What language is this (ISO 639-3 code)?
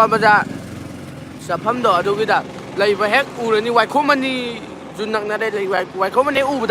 mni